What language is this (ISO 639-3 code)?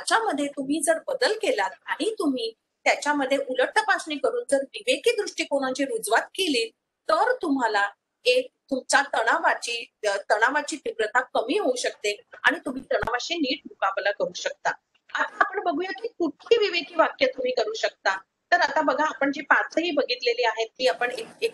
mar